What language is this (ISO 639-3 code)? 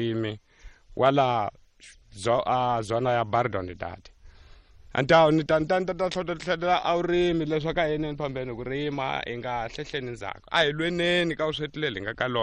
tso